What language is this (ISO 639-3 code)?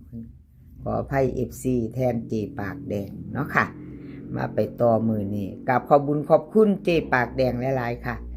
tts